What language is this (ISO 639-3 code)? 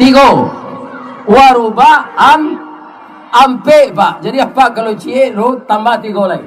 min